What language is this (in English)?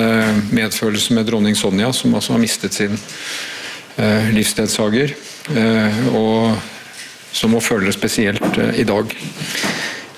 Norwegian